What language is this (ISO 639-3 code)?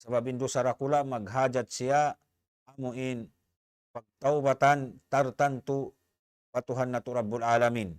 tsg